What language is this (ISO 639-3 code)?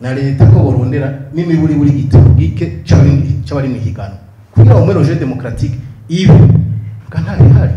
run